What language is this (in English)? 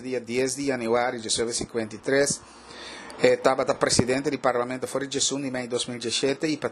Papiamento